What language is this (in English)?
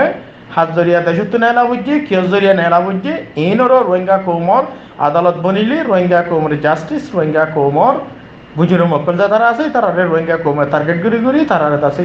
Rohingya